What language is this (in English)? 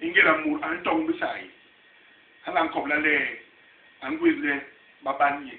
Basaa